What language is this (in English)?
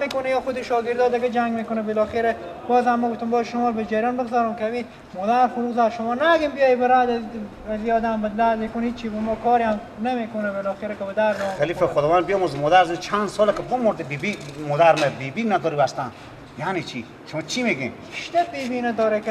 Persian